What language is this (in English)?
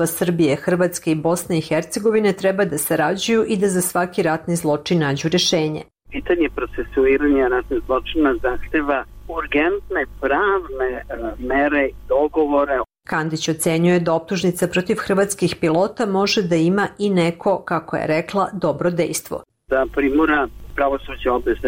Serbian